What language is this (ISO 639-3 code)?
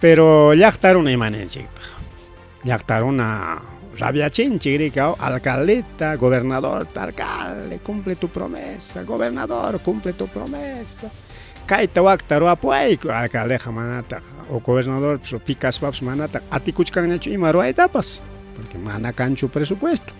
quy